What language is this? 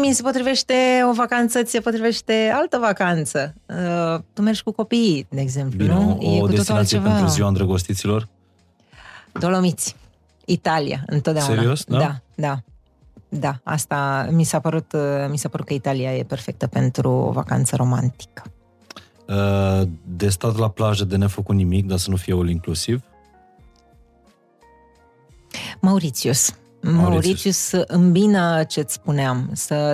Romanian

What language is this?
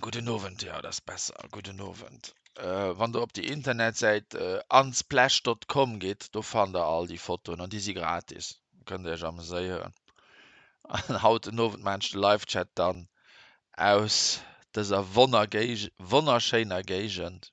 Luxembourgish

